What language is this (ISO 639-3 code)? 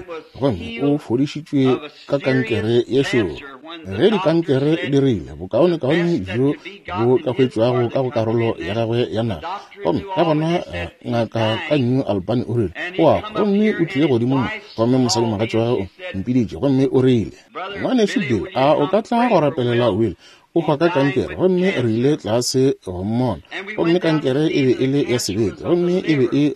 nso